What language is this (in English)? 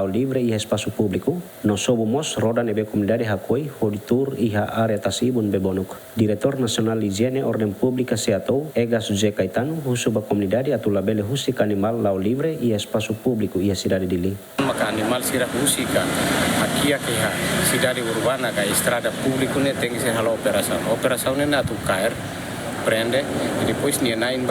Tetum